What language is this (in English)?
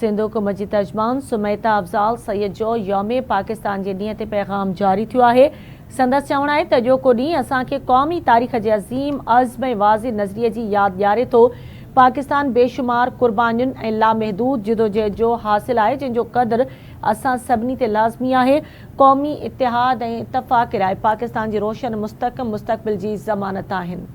Sindhi